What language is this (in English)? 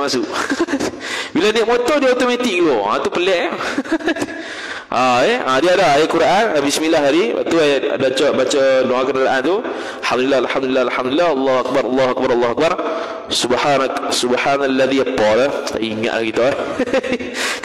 Malay